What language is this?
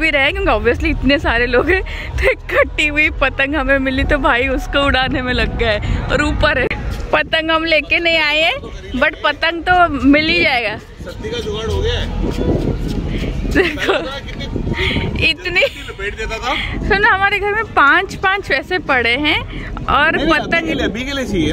Hindi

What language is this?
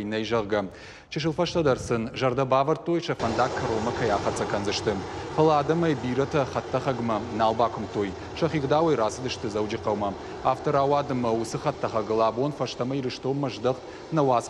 Ossetic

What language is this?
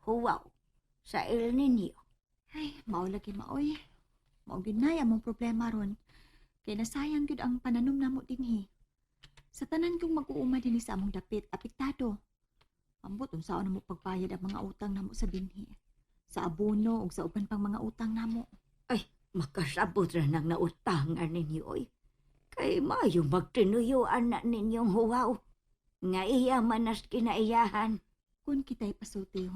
Cebuano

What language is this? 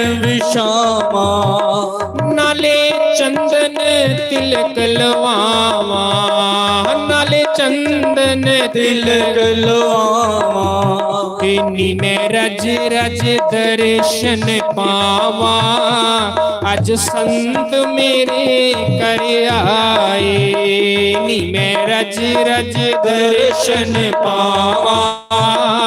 Dogri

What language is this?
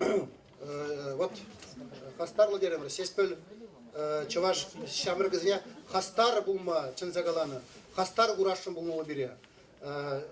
Chuvash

